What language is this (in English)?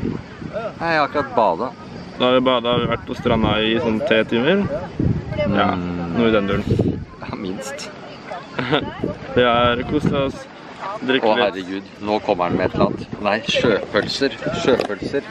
Norwegian